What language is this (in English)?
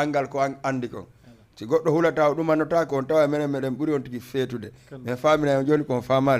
Fula